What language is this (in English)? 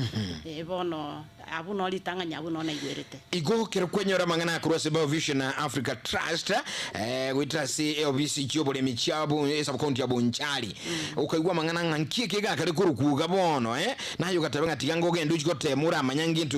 Gusii